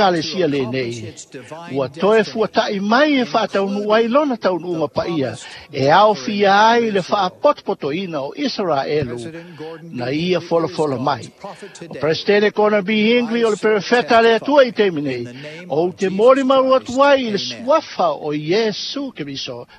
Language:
Samoan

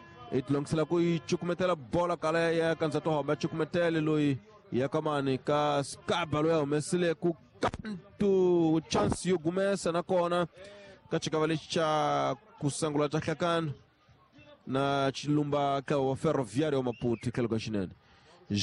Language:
Tsonga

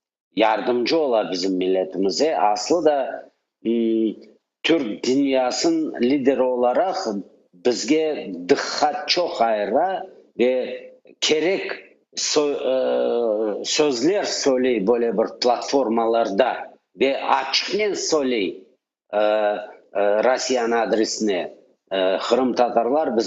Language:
Crimean Tatar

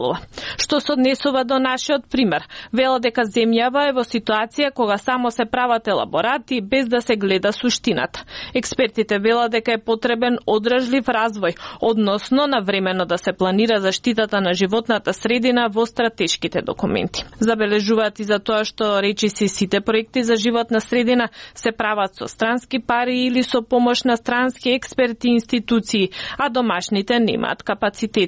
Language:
Macedonian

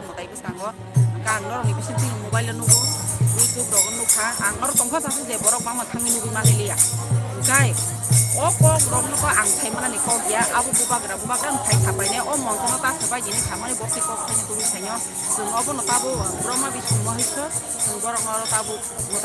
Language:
Kok Borok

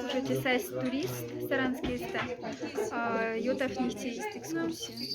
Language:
Moksha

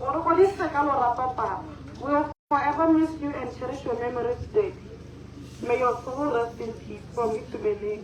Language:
Tswana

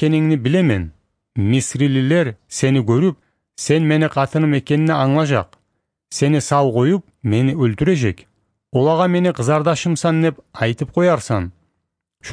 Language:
Kumyk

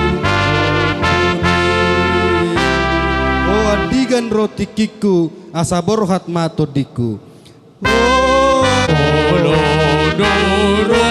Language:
Batak Toba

